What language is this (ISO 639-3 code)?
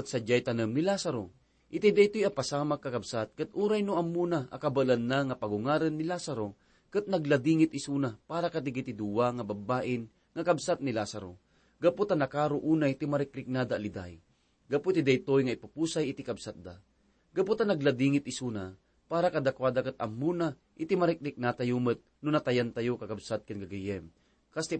ilo